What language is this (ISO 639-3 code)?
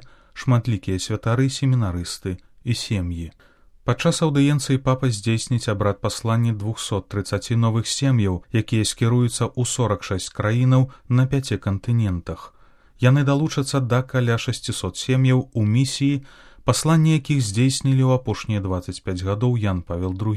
bel